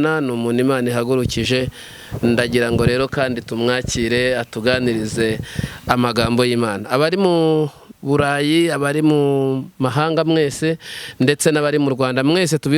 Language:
Kinyarwanda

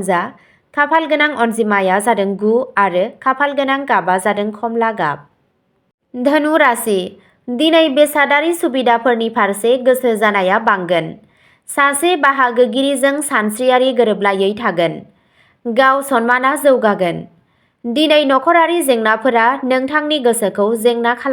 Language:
Bodo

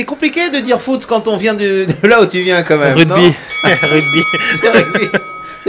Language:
French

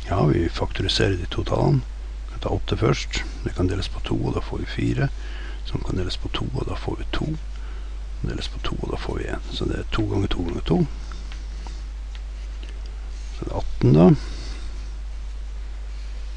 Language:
Norwegian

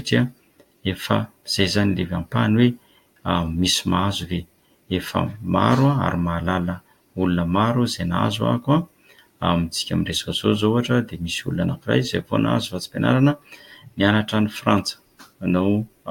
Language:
Malagasy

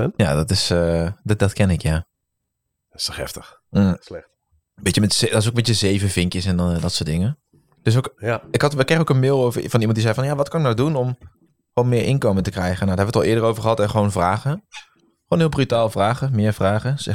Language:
Dutch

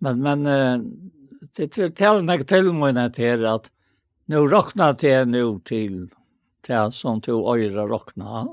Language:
Faroese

